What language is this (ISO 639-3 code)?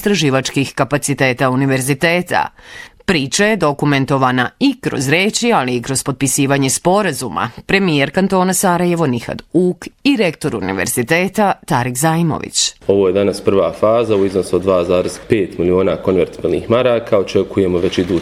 bos